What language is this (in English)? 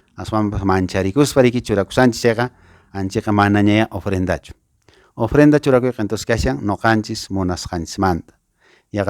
Quechua